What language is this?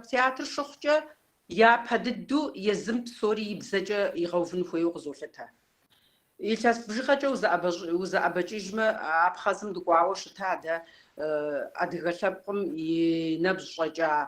Kabardian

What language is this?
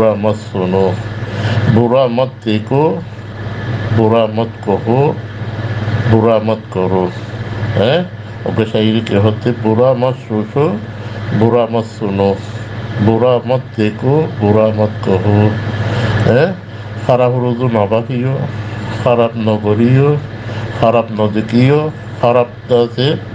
Rohingya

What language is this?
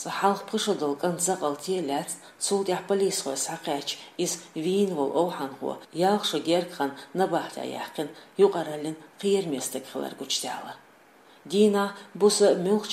Chechen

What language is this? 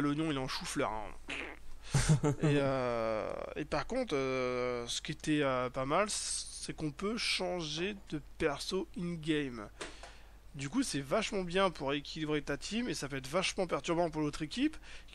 French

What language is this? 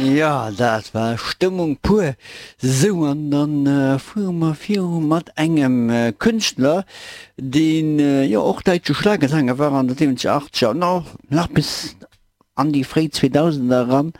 Luxembourgish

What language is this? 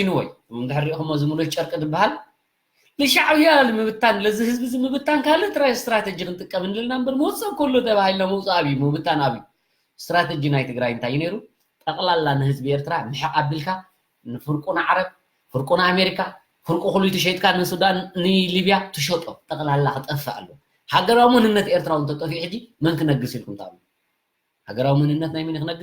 Tigrinya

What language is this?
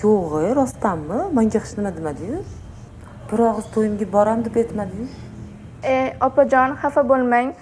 Uzbek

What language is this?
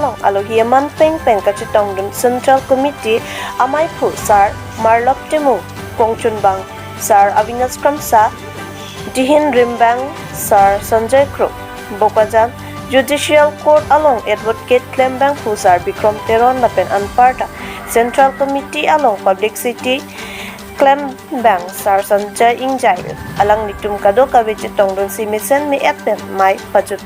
Karbi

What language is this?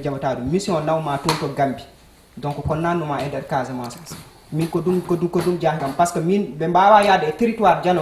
Fula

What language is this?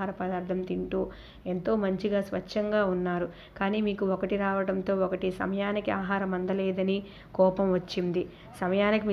Telugu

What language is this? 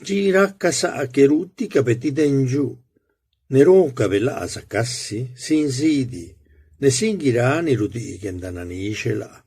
Zapotec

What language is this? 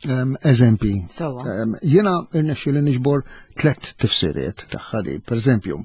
Maltese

